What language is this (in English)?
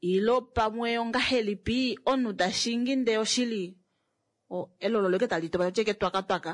Kuanyama